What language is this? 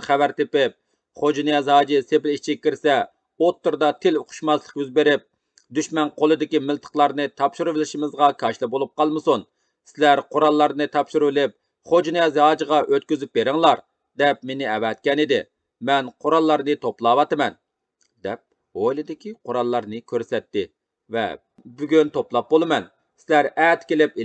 Uyghur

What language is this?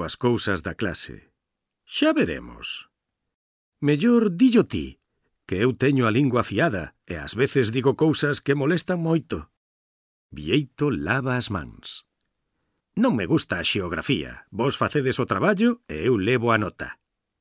Galician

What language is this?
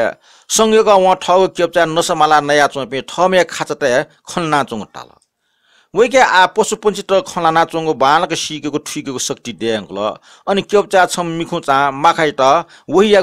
Newari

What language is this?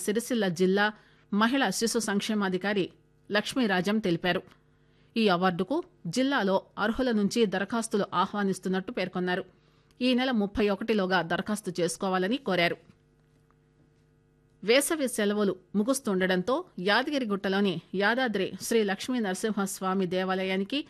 Telugu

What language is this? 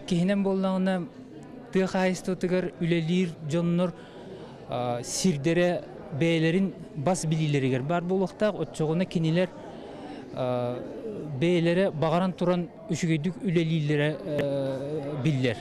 Yakut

